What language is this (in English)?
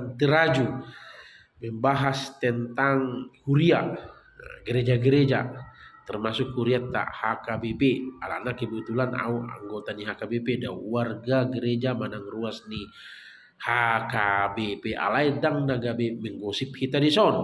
Batak Toba